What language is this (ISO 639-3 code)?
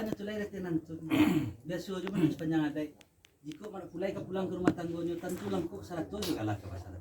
min